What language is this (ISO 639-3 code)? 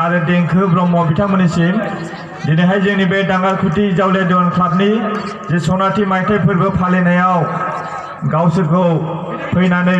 brx